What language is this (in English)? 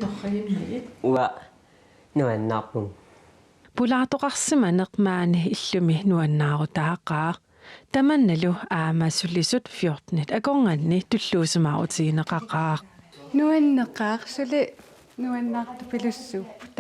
Kalaallisut